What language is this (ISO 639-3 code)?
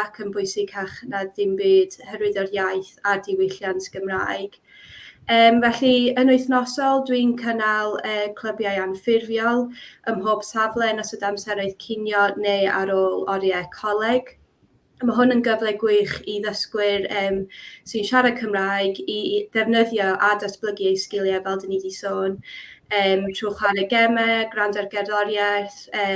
cym